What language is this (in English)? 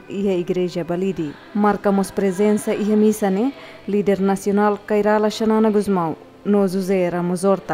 Tetum